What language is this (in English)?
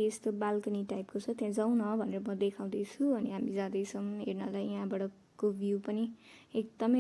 Nepali